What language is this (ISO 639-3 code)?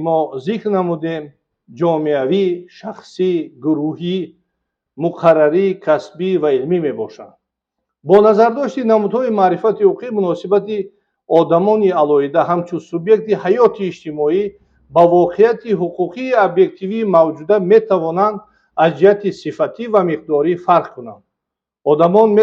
tgk